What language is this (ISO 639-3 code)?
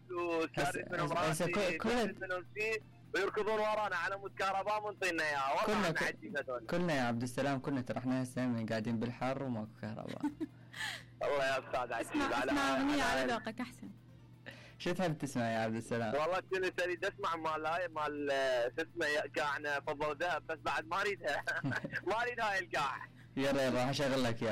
acm